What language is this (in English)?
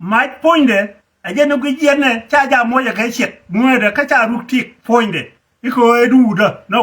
Nuer